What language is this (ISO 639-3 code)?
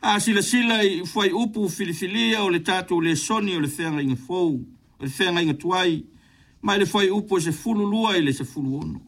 smo